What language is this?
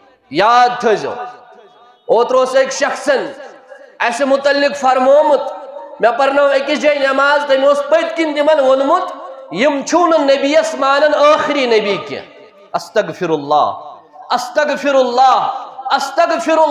Kashmiri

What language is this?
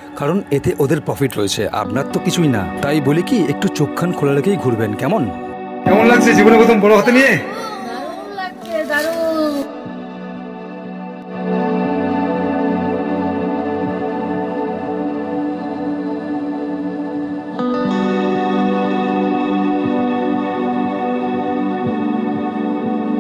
Bangla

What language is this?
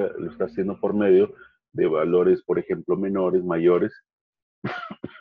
Spanish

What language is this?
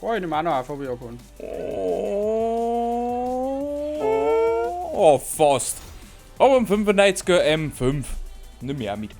Bavarian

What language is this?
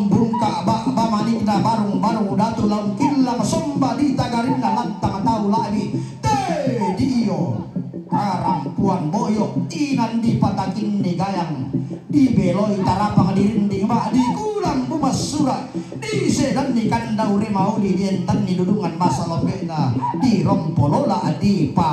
Toraja-Sa'dan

